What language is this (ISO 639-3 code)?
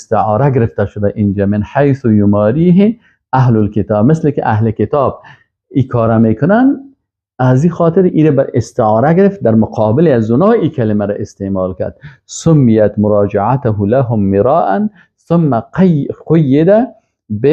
fas